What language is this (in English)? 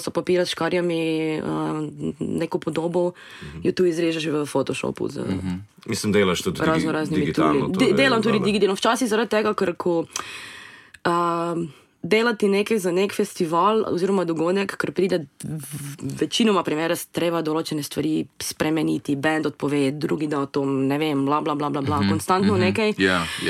Slovenian